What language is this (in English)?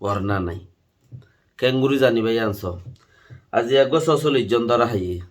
Rohingya